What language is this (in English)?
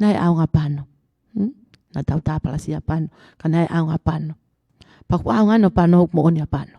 Tongan